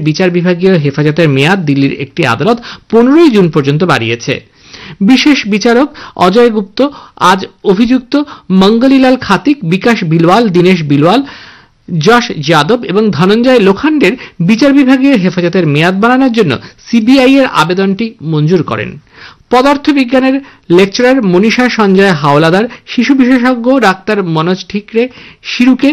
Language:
Bangla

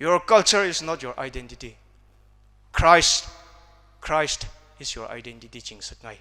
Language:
Tangkhul Naga (India)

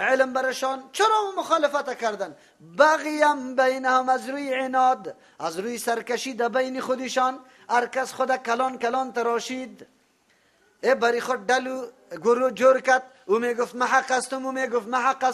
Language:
Persian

